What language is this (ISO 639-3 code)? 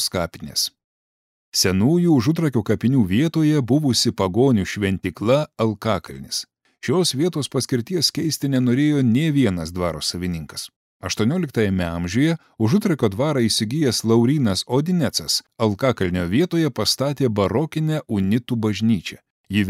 lit